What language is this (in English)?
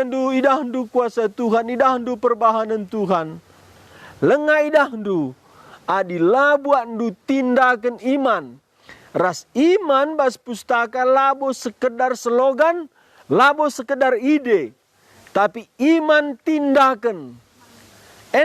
Batak Karo